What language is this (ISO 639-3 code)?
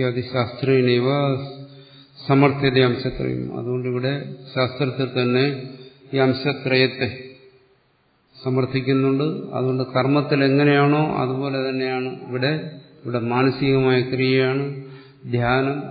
mal